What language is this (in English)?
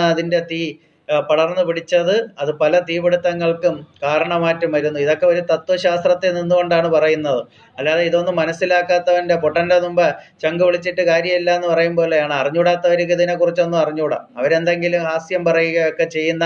Malayalam